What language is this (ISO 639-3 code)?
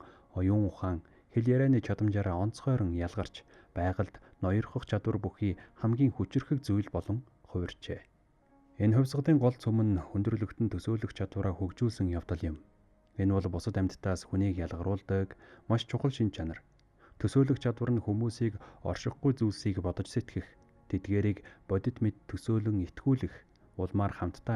mon